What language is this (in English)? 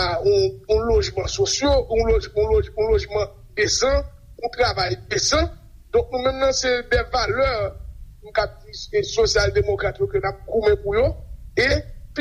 Haitian Creole